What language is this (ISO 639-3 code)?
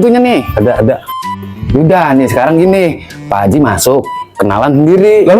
bew